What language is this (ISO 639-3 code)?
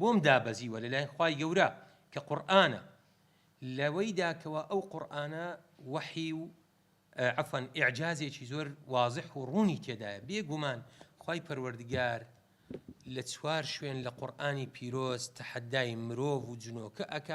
ckb